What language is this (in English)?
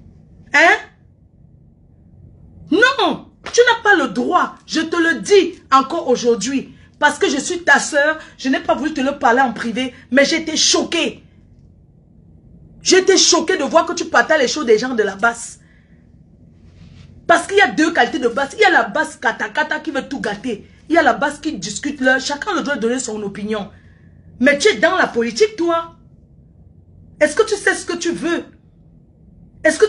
French